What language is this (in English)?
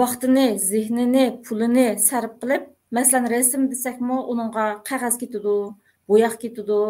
Uyghur